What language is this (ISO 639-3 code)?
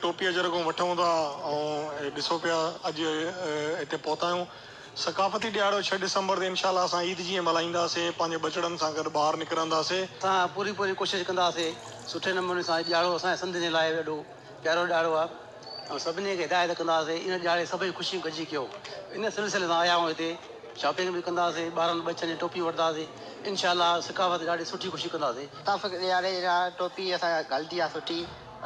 snd